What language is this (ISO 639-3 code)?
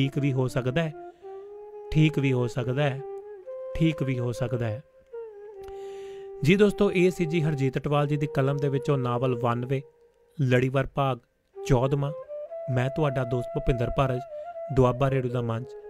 pan